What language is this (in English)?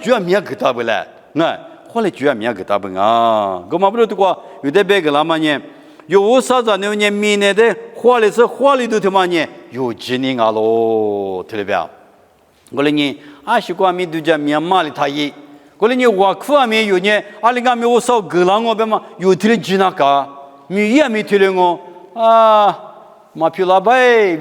Lisu